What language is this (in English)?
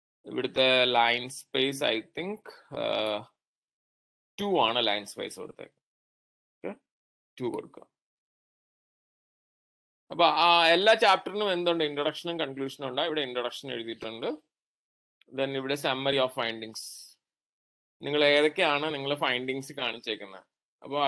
Malayalam